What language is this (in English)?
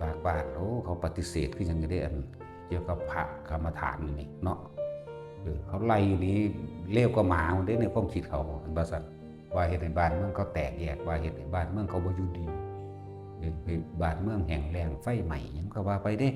Northeastern Thai